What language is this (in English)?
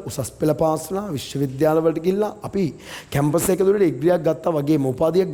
Sinhala